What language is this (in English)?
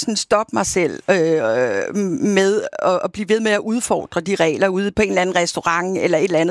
Danish